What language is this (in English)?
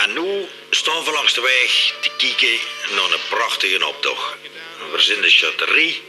Limburgish